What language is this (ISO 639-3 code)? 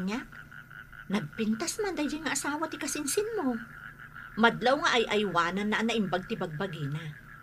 ilo